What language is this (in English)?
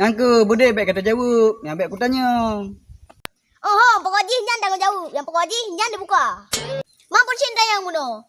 Achinese